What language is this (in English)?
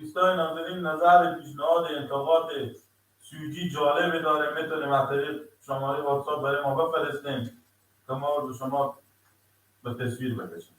Persian